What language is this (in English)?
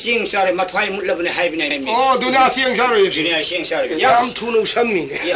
Manipuri